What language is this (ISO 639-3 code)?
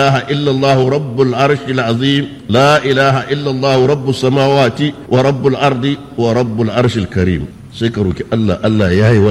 hau